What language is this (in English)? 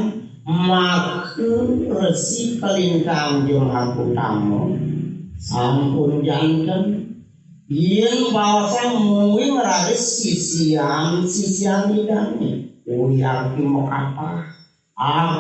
Balinese